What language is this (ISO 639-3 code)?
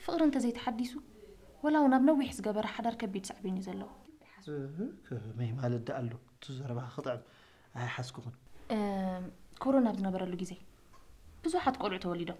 tir